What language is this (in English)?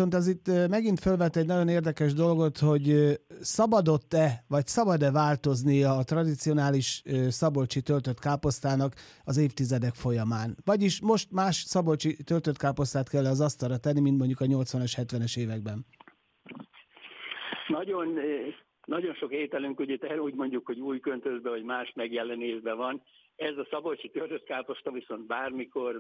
Hungarian